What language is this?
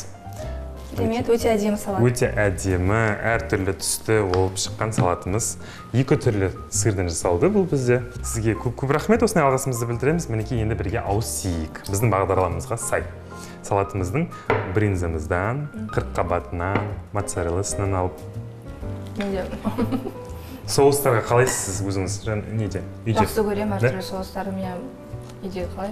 Kazakh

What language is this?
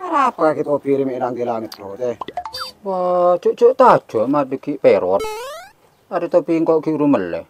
Madurese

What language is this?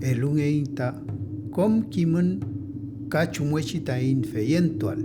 Mapuche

